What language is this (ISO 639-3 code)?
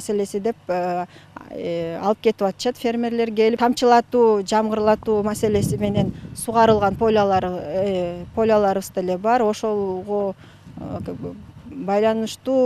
kir